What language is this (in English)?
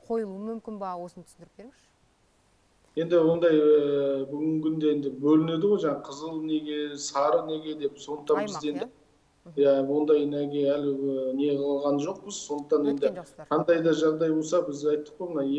Kazakh